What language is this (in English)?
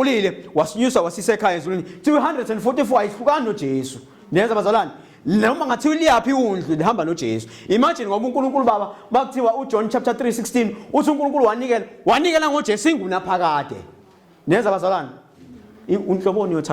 Zulu